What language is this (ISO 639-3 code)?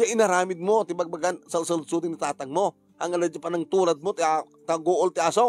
ilo